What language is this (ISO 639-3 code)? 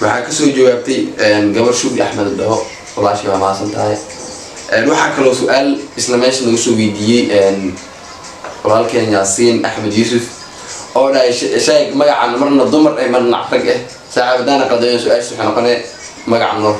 som